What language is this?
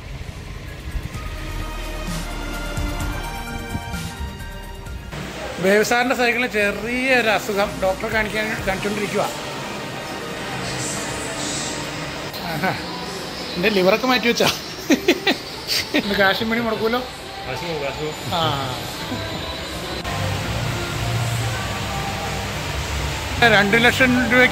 Malayalam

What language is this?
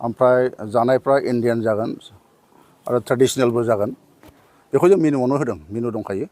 Bodo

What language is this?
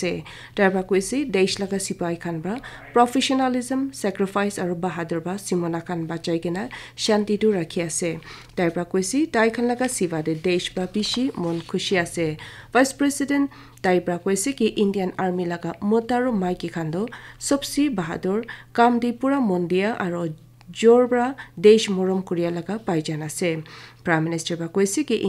Naga Pidgin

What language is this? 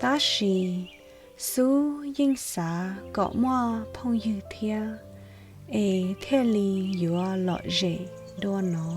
Hmong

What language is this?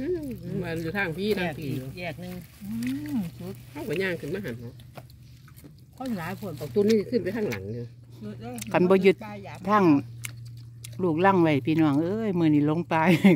Northeastern Thai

